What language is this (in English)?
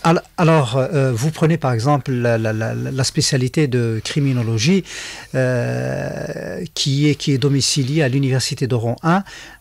French